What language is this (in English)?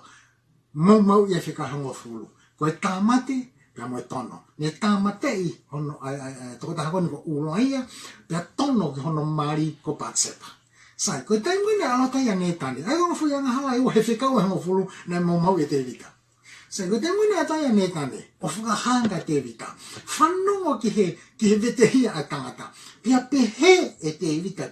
Tongan